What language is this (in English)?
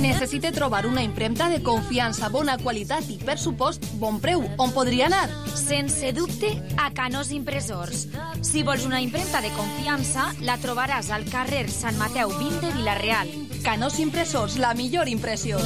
Catalan